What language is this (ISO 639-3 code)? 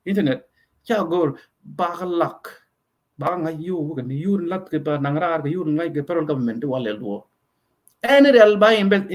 nus